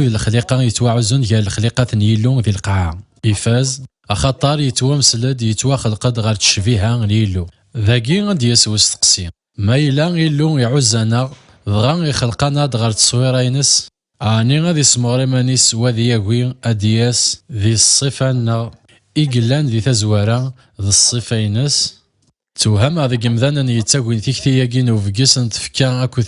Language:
Kabyle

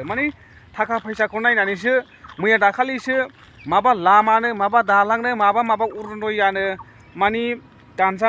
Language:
Bodo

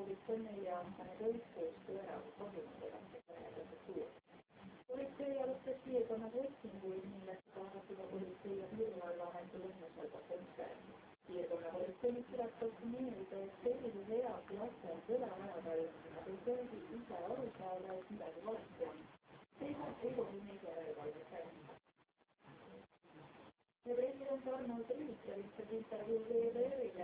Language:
Estonian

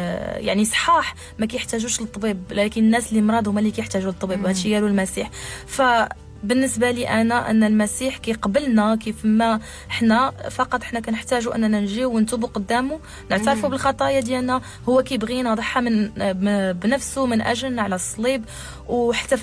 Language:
Moroccan Arabic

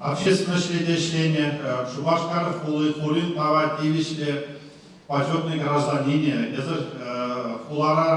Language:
Chuvash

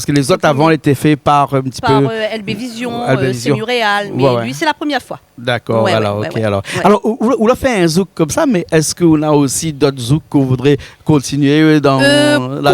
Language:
Réunion Creole French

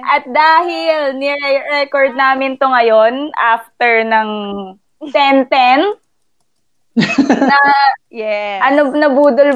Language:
Filipino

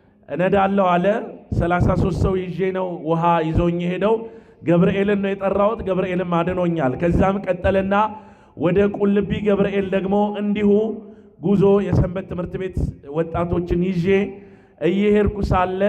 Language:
Amharic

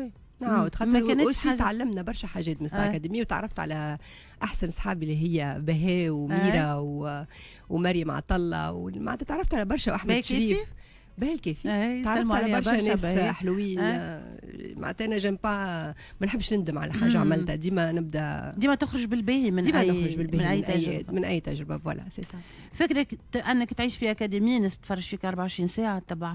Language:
Tunisian Arabic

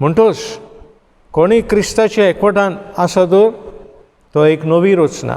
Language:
Konkani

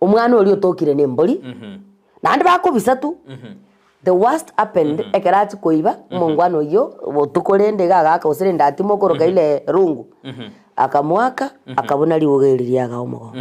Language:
Gusii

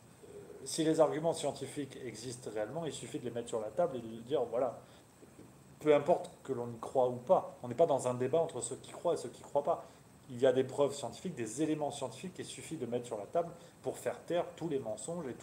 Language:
French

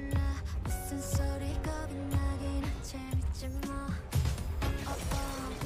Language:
Korean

